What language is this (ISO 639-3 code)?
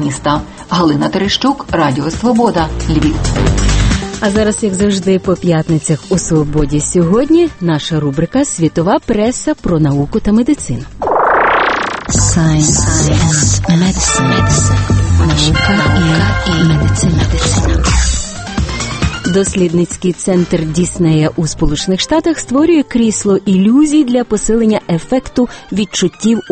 ukr